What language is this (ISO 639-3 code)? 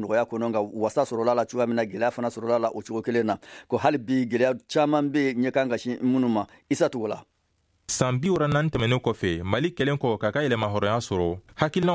bam